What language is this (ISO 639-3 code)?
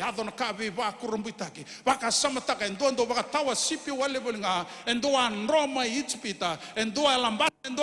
fij